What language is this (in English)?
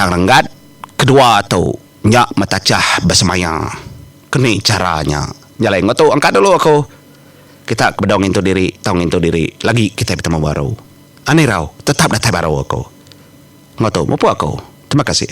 Iban